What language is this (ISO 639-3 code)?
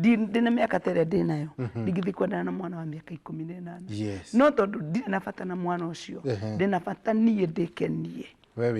kik